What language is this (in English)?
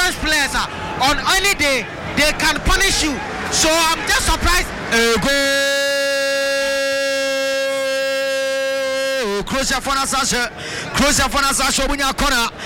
English